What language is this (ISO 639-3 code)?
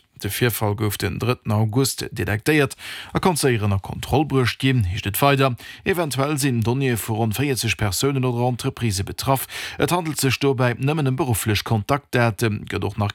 ltz